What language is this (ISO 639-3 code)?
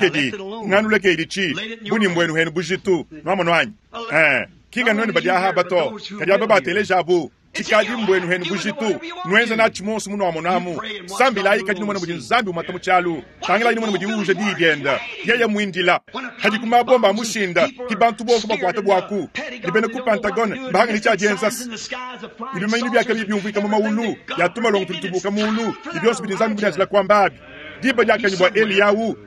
lua